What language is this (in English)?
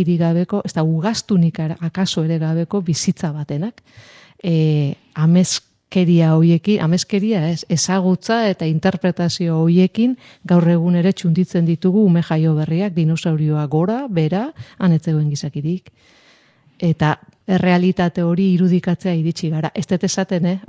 Basque